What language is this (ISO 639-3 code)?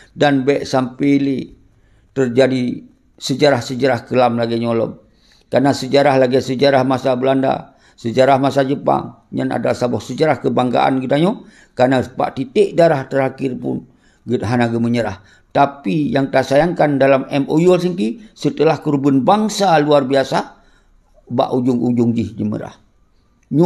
ace